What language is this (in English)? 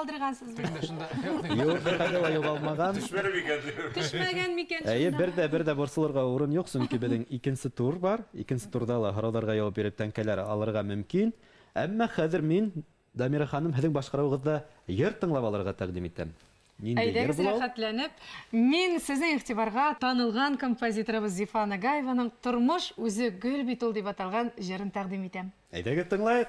Bashkir